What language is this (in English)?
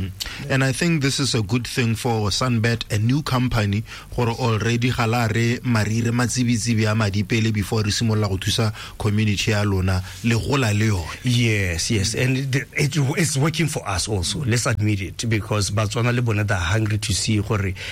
Tswana